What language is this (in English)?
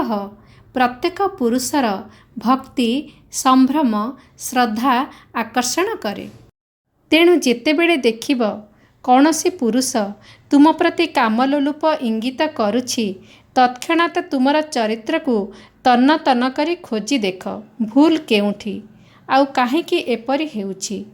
Odia